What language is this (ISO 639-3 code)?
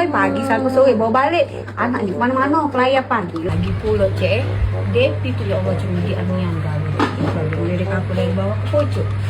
mui